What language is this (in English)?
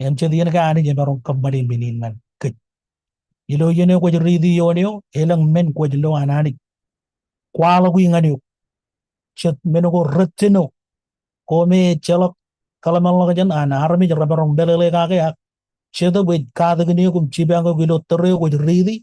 Marshallese